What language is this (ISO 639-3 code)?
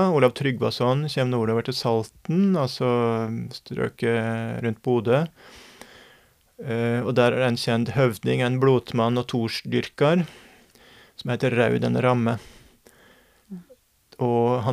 nor